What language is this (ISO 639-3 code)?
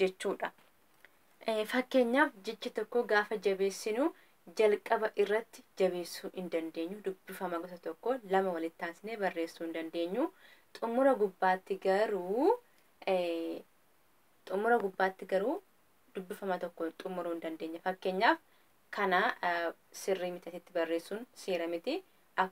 orm